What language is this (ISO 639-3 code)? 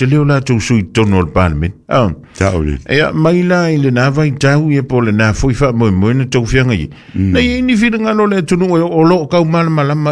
smo